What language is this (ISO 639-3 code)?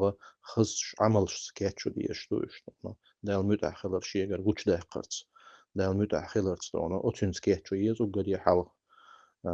che